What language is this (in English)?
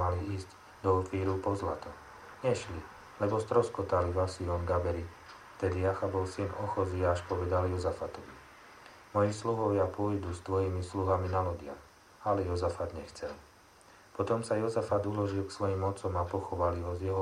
Slovak